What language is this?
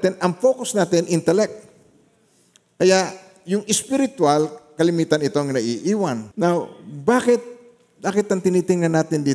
Filipino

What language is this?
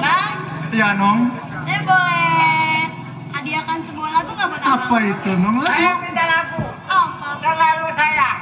Betawi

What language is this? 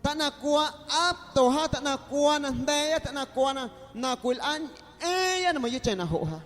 Guerrero Amuzgo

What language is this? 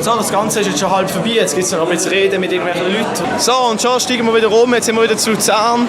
Swiss German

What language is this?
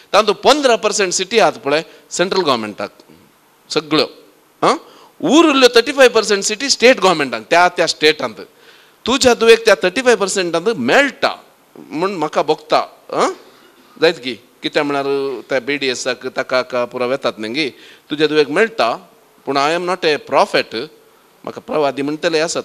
Konkani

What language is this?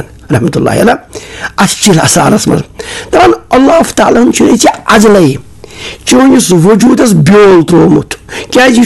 Kashmiri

